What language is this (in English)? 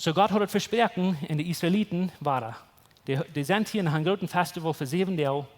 Plautdietsch